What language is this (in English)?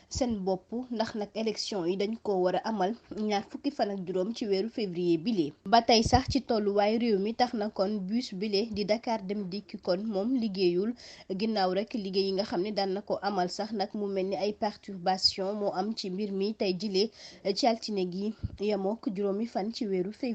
Wolof